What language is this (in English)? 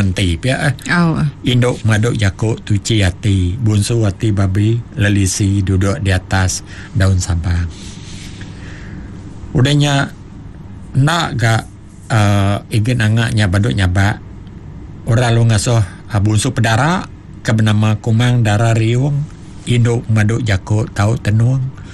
Iban